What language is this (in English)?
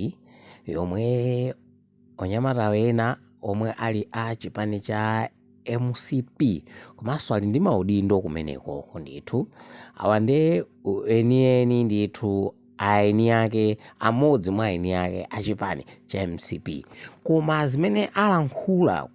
Nyanja